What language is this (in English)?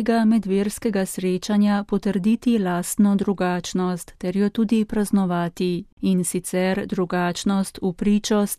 Slovenian